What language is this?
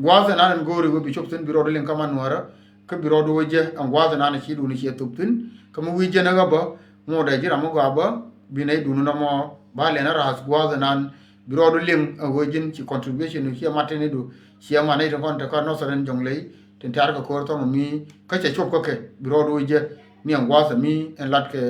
Nuer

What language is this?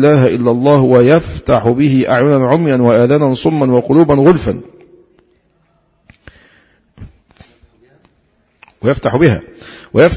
Arabic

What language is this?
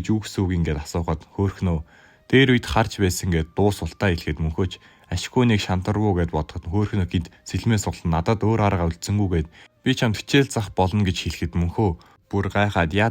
Mongolian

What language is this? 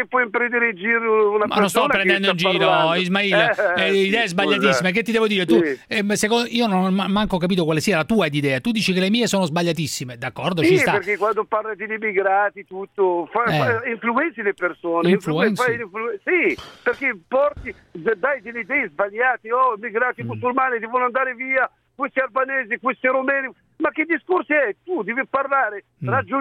Italian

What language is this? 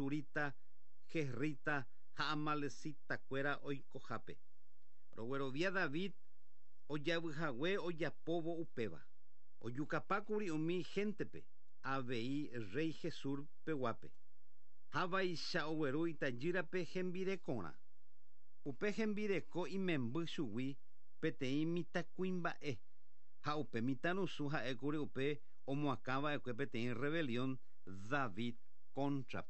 Guarani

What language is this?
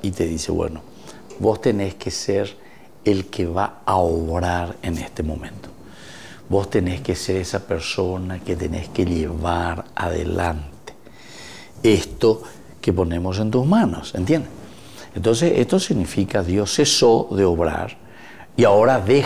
Spanish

